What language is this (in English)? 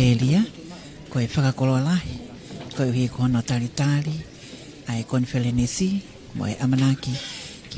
Tongan